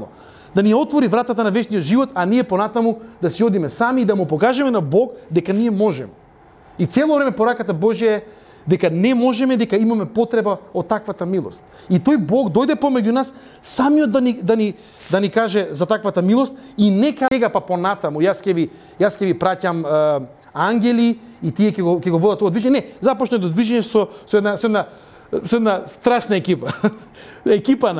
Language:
Macedonian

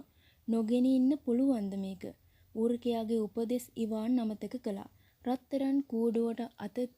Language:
Sinhala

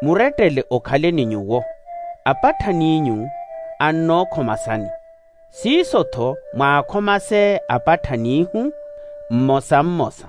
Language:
Makhuwa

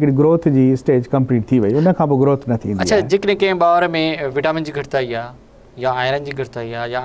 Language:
Sindhi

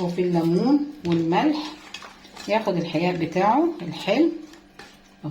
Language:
Egyptian Arabic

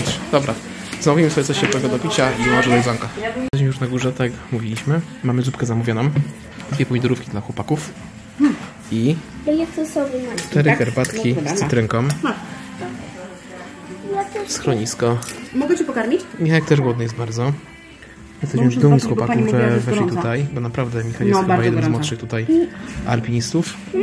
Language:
Polish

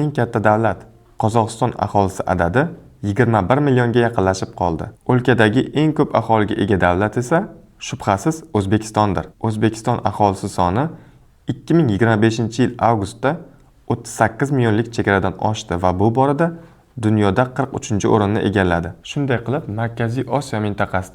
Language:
Uzbek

